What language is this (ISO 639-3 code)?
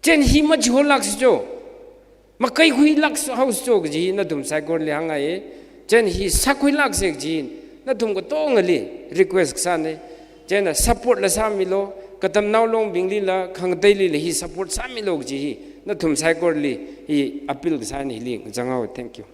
nmf